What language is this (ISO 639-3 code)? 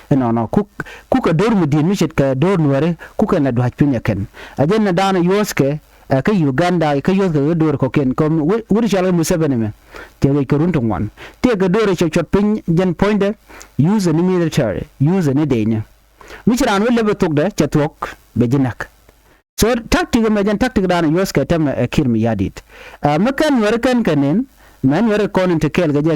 nus